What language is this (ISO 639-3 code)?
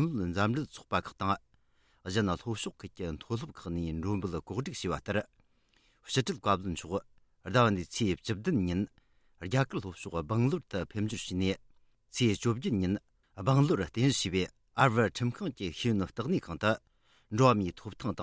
bod